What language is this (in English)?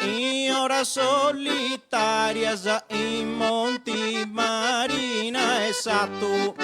Sardinian